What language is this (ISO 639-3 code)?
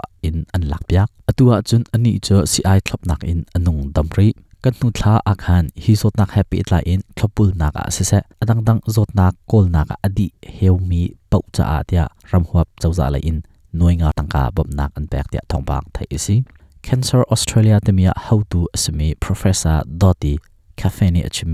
cnh